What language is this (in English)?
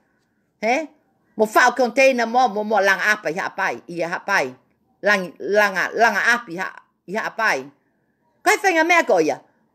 Tongan